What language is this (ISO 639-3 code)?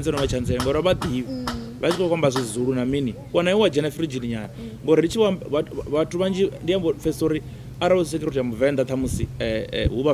ven